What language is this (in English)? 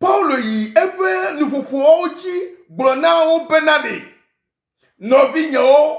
Ewe